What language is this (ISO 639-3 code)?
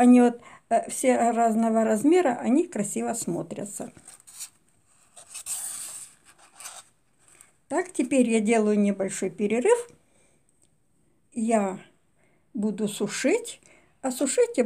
rus